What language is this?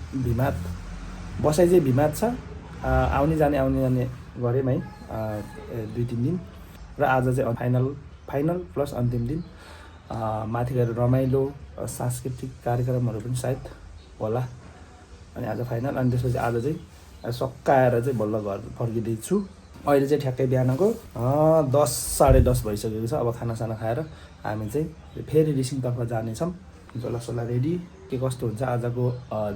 Nepali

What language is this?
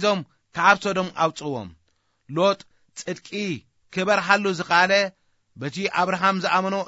Tigrinya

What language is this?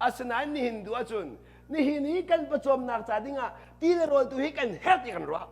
Hakha Chin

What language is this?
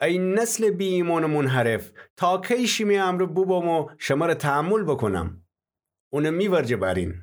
Gilaki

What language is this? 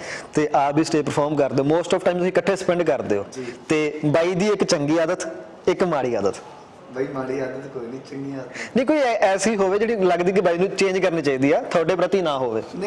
Punjabi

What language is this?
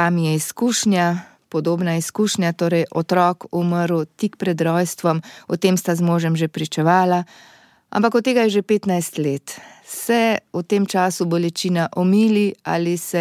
Slovenian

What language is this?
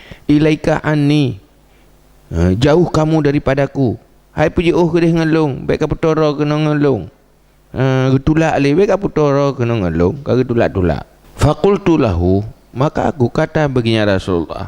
Achinese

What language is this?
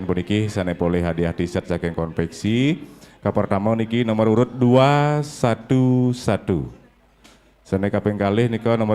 Balinese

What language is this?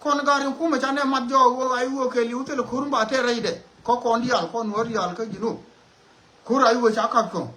Nuer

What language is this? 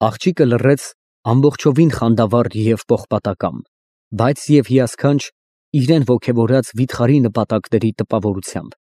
Armenian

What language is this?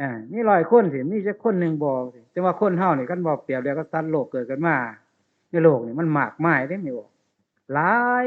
Northeastern Thai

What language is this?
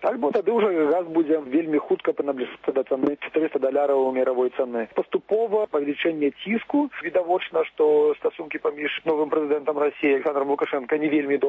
Belarusian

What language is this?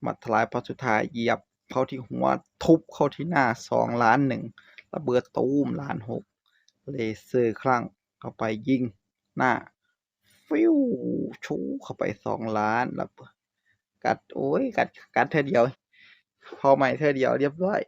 Northeastern Thai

